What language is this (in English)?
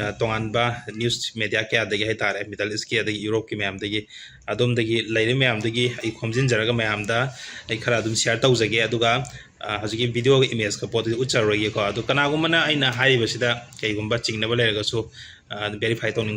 Manipuri